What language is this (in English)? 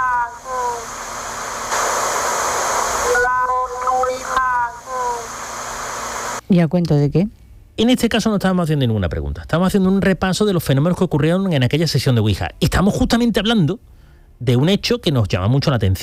Spanish